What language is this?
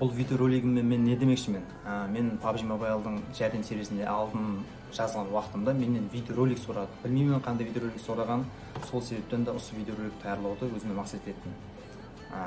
Kara-Kalpak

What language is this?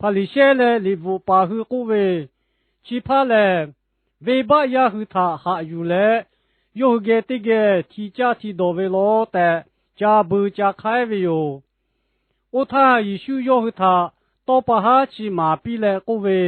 Lahu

